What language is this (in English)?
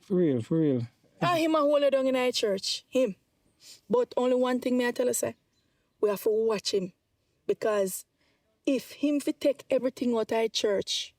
Jamaican Creole English